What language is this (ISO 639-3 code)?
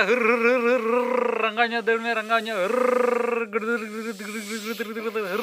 sat